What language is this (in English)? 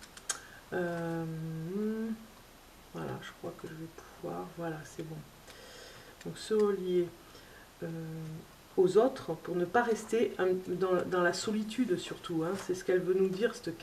French